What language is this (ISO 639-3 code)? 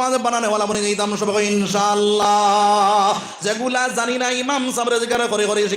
syl